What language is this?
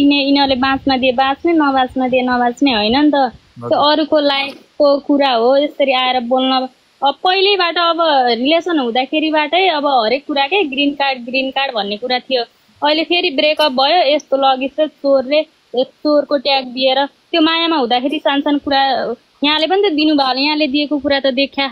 Nepali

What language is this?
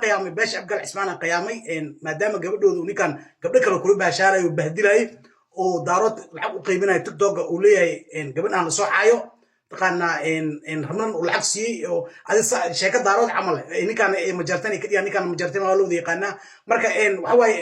Somali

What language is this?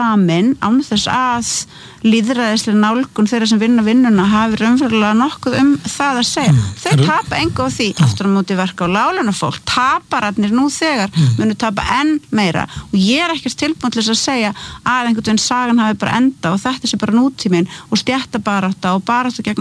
Icelandic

